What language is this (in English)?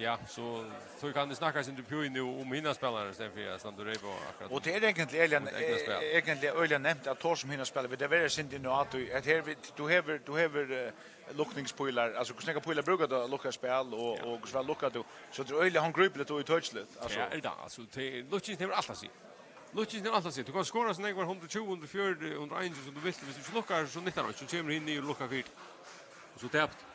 Faroese